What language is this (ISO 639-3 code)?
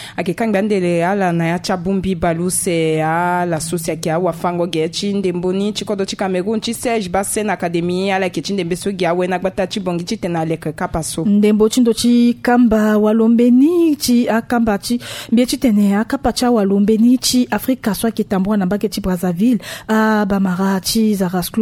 sag